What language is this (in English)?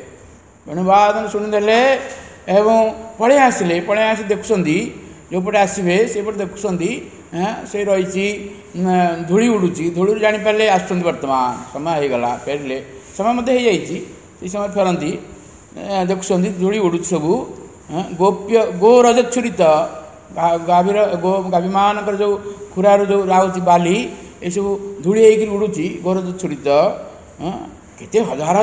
Odia